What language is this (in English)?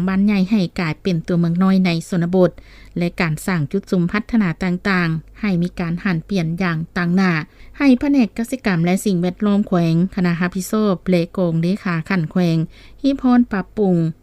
Lao